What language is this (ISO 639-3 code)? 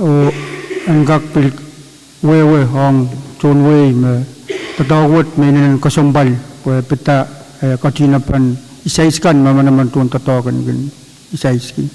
pon